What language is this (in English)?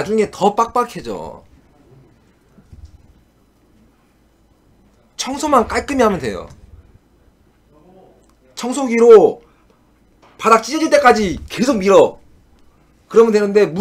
Korean